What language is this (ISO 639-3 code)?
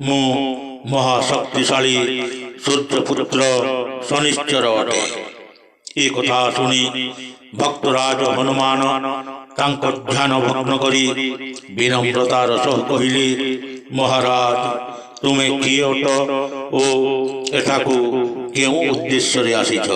ori